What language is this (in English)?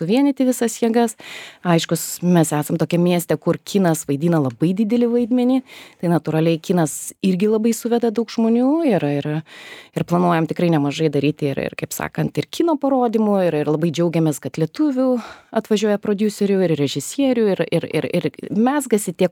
Lithuanian